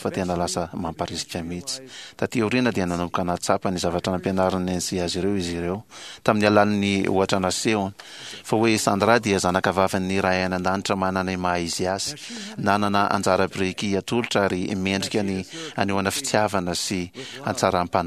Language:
Malagasy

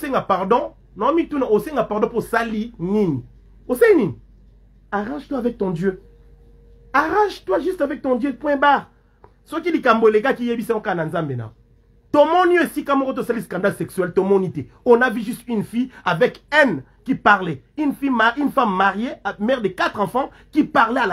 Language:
Lingala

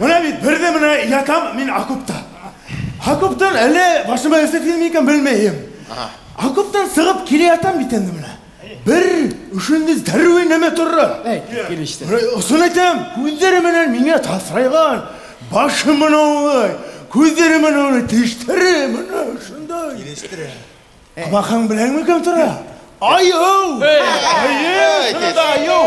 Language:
Bashkir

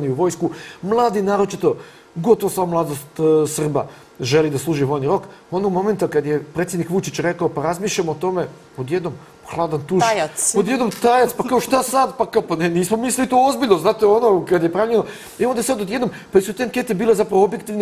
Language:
Serbian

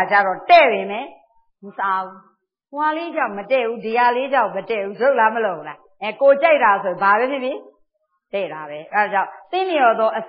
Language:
Burmese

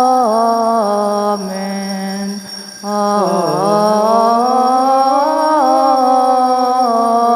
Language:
Pampanga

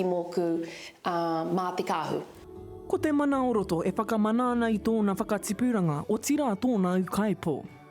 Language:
Māori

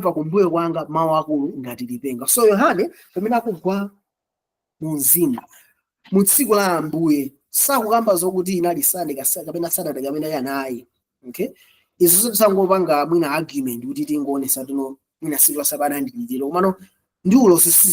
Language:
Nyanja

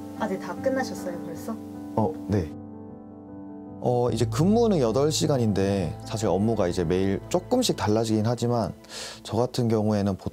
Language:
Korean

